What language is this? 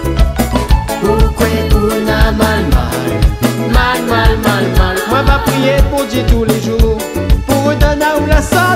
Réunion Creole French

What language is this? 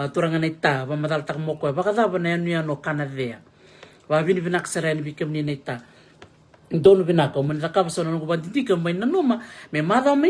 Fijian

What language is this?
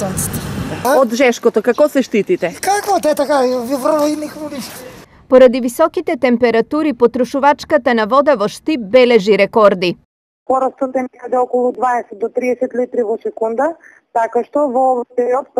Macedonian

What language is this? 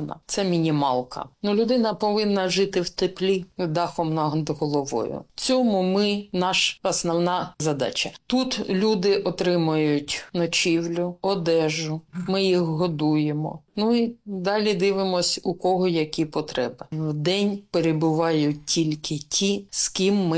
Ukrainian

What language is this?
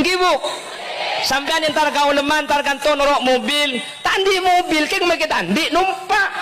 Madurese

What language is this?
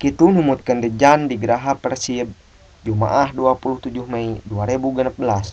Sundanese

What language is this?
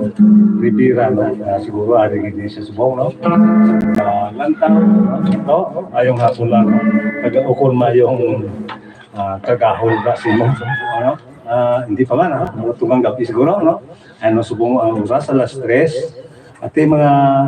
Hiligaynon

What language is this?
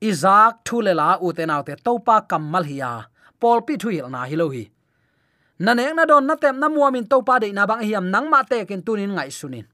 Tedim Chin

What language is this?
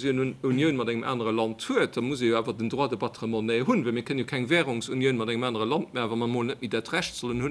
Luxembourgish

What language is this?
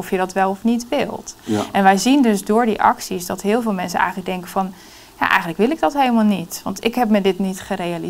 Dutch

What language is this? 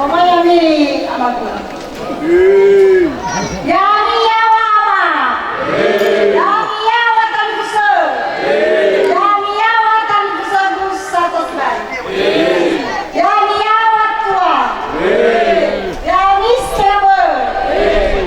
Nias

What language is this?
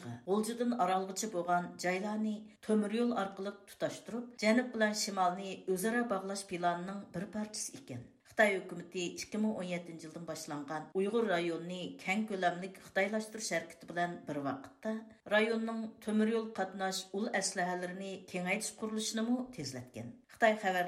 Uyghur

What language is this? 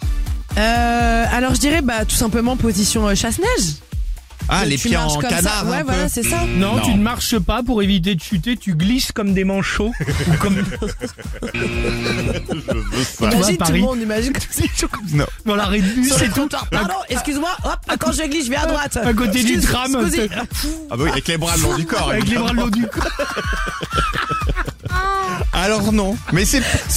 French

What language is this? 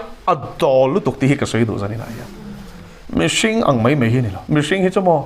Mizo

